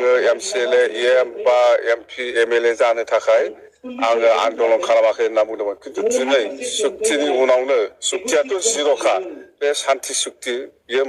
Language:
Bodo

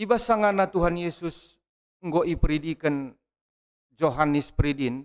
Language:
Batak Karo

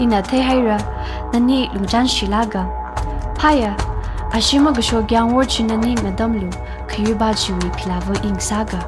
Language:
Tangkhul Naga (India)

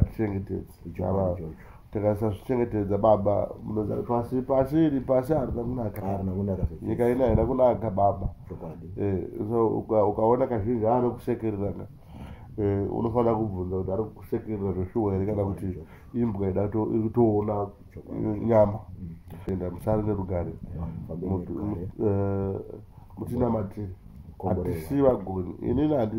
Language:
Shona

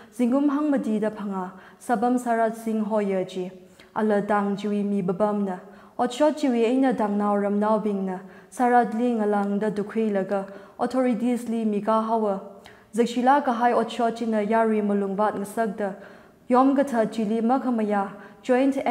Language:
Tangkhul Naga (India)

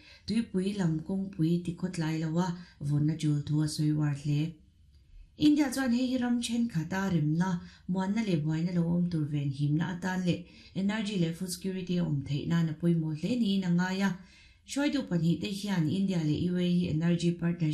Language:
Mizo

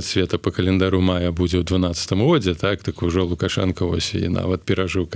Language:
Belarusian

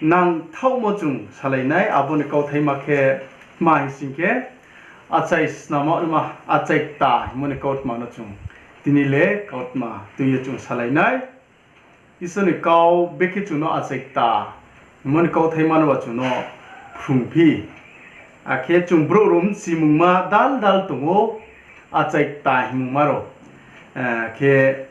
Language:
Riang (India)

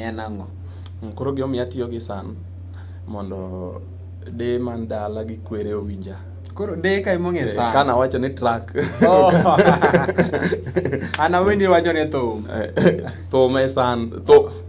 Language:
Luo (Kenya and Tanzania)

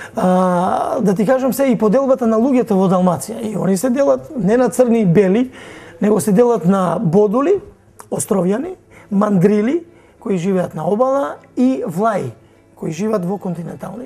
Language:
Macedonian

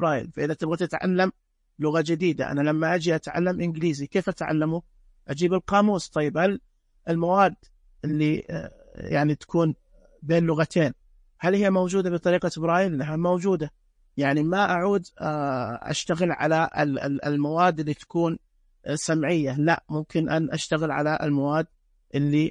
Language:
Najdi Arabic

